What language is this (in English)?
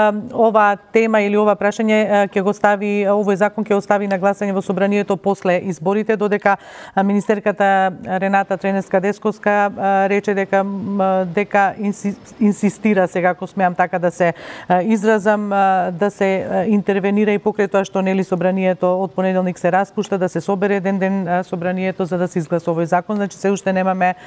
Macedonian